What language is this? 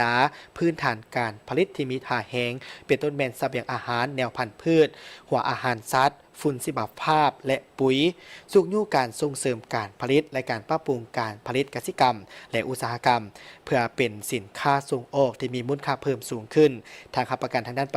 Lao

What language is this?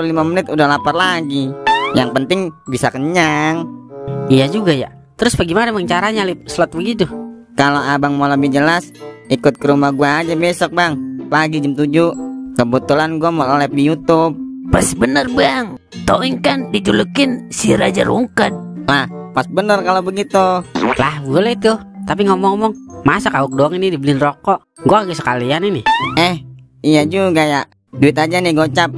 Betawi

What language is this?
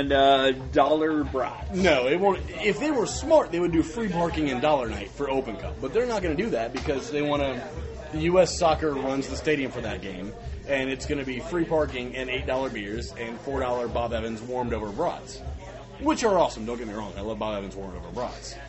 English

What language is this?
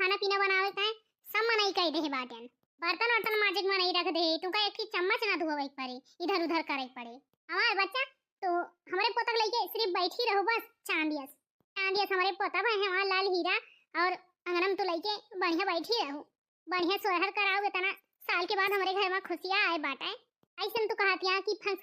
Awadhi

